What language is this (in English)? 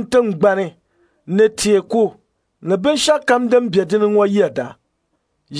Dagbani